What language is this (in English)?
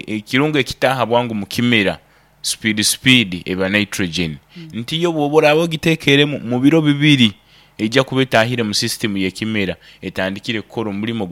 Nyankole